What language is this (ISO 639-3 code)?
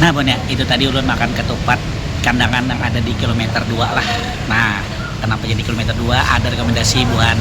bjn